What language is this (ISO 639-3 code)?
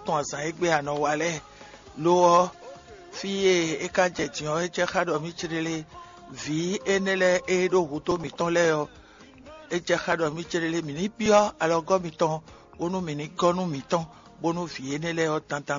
fon